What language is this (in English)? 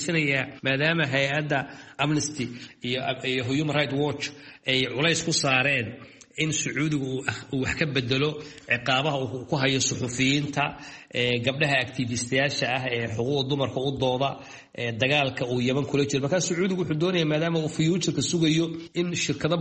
Somali